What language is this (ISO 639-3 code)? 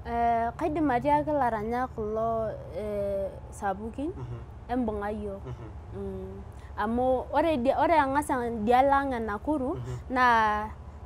mas